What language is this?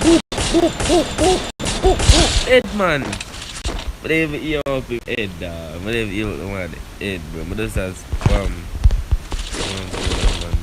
Jamaican Creole English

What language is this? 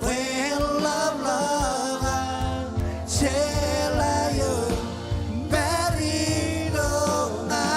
Marshallese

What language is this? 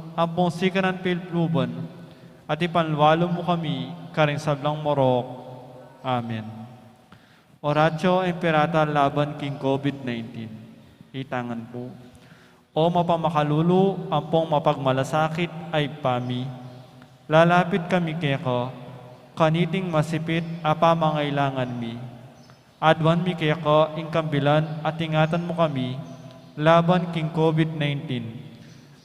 Pampanga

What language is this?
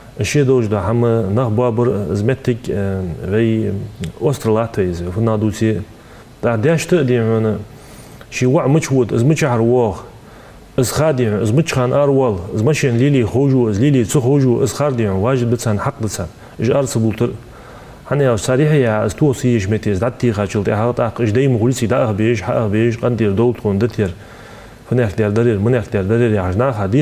Ingush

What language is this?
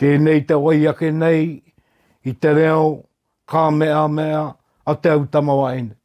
Māori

